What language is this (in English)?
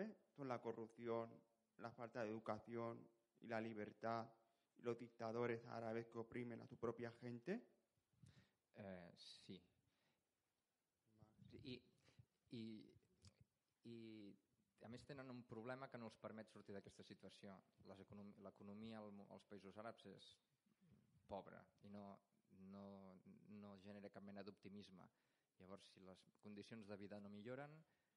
Catalan